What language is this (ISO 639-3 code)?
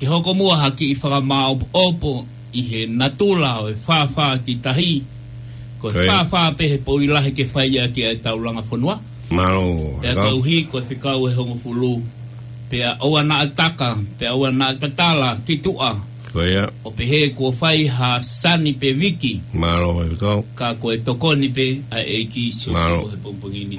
ton